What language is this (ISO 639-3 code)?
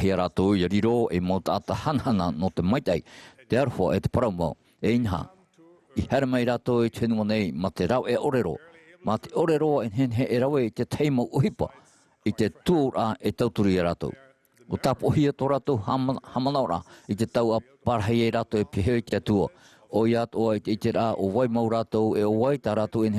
tah